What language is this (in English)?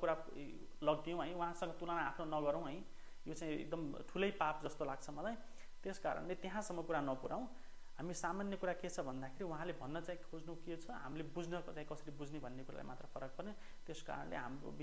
Nepali